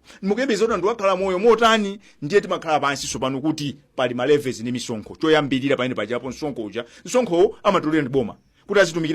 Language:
Nyanja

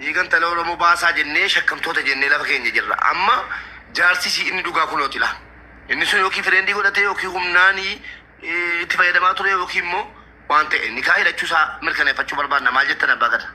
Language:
Oromo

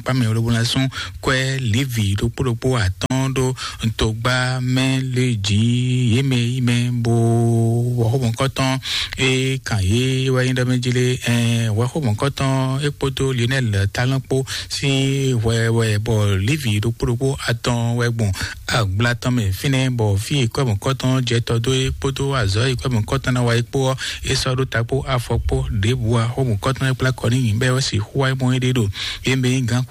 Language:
Fon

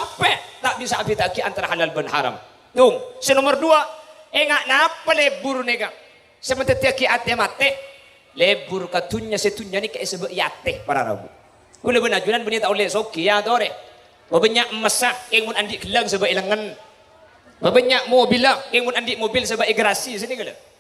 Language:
Madurese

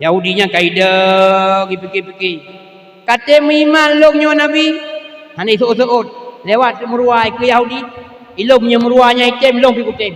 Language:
Achinese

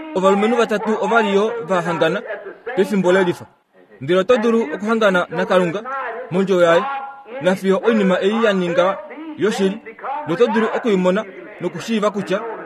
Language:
Kuanyama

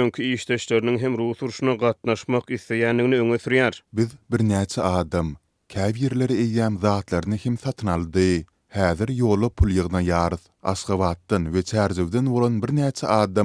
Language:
Turkmen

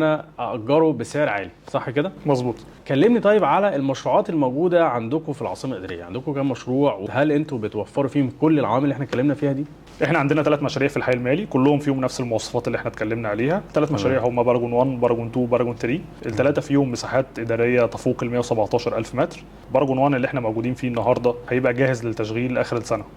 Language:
Egyptian Arabic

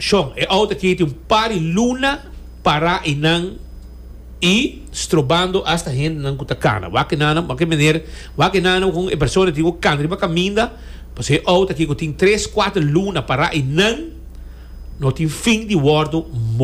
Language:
Papiamento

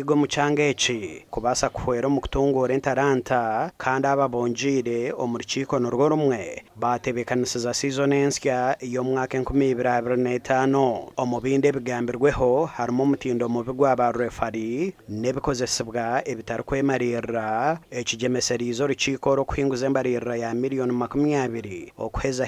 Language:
Nyankole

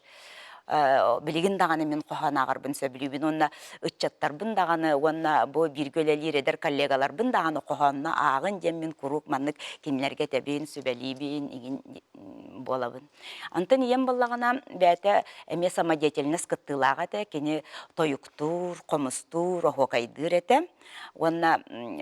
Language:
Yakut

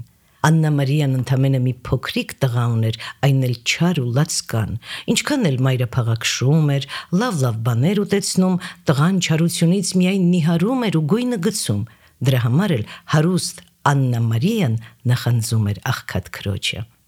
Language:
Armenian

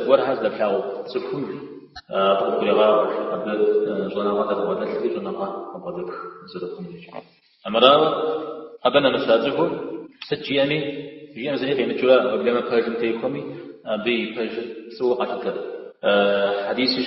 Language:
Kabardian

